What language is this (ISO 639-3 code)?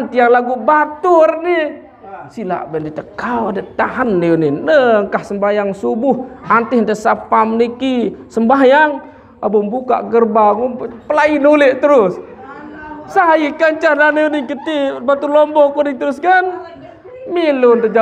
sas